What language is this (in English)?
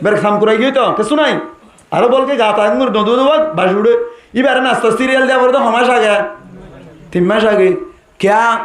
Rohingya